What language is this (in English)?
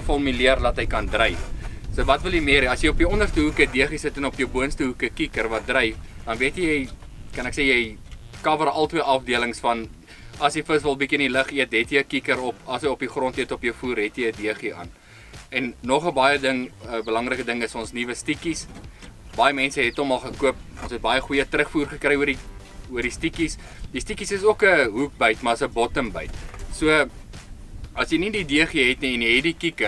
Afrikaans